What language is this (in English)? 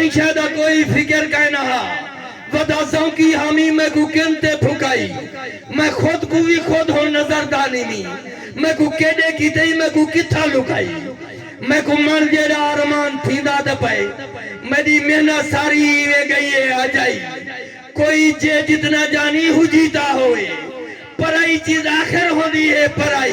Saraiki